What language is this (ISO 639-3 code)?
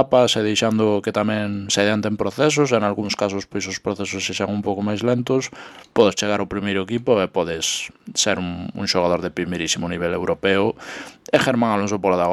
glg